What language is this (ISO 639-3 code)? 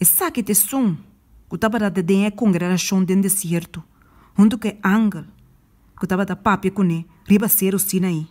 pap